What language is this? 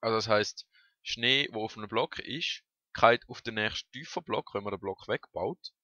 Swiss German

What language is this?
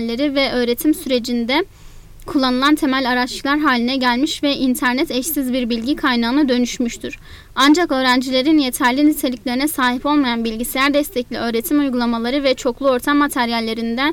Turkish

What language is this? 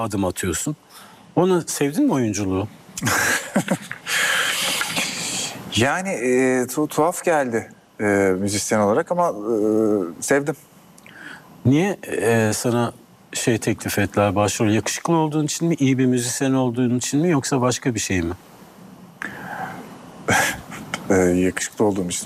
Turkish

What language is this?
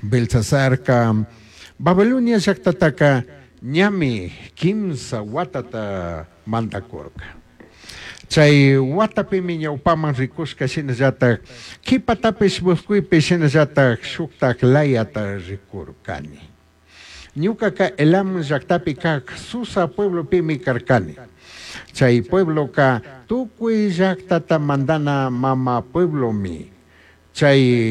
Chimborazo Highland Quichua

